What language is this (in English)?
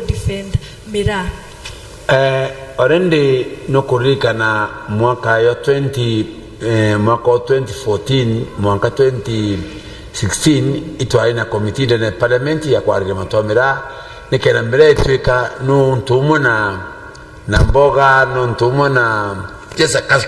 Meru